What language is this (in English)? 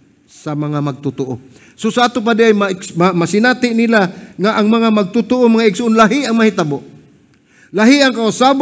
Cebuano